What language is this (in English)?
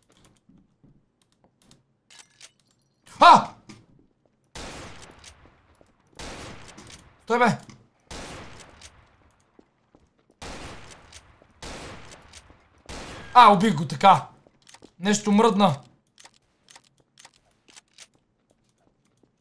Bulgarian